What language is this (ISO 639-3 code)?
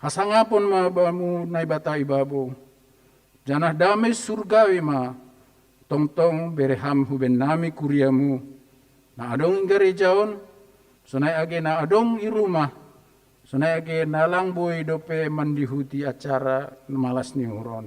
bts